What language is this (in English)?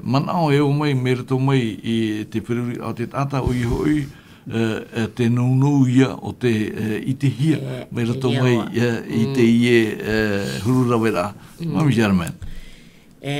Tahitian